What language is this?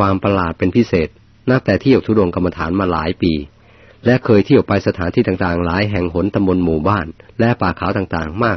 Thai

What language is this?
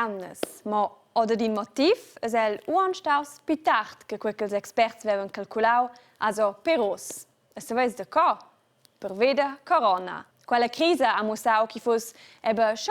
Romansh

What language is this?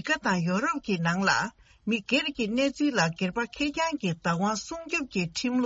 Tibetan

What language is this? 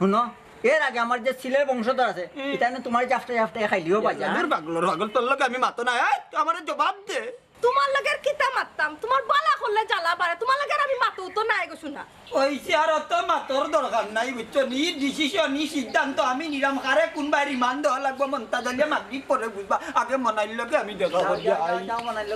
Sylheti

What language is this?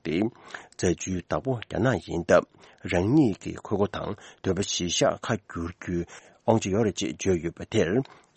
Tibetan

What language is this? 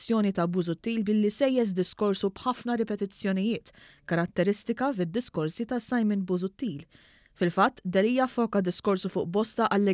Maltese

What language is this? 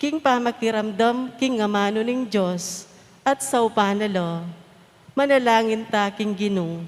Pampanga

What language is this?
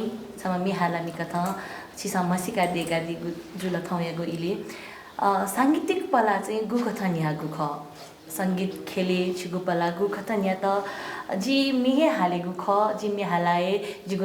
Newari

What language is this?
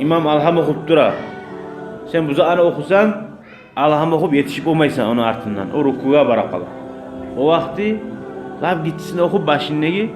Kumyk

